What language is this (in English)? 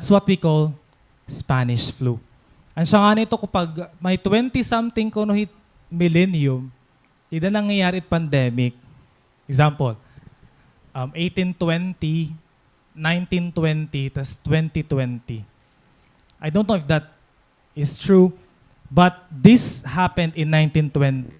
Waray